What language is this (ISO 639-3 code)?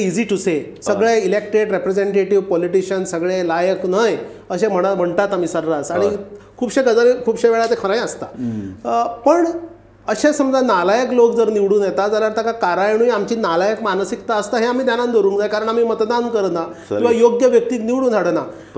kok